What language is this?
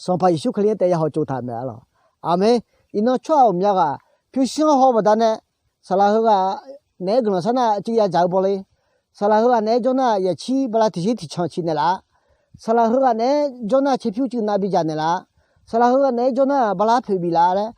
Akha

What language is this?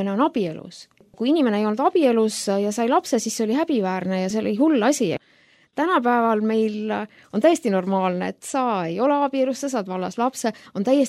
Estonian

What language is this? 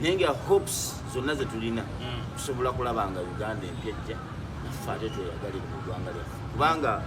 Ganda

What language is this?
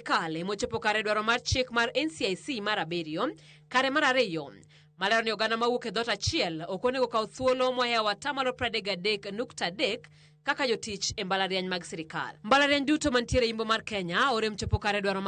Luo (Kenya and Tanzania)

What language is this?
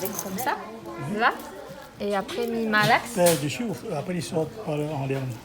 Réunion Creole French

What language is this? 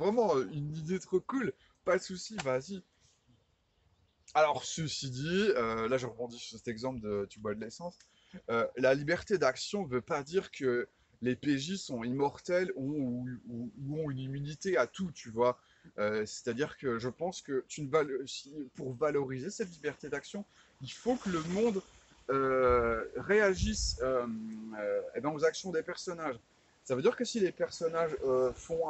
French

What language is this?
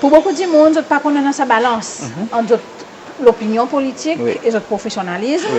Seselwa Creole French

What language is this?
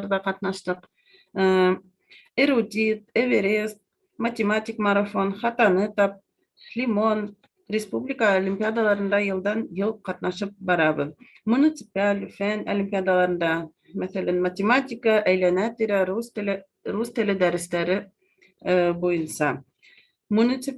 Bashkir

